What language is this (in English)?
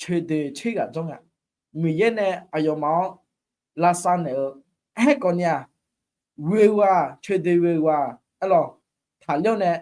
Akha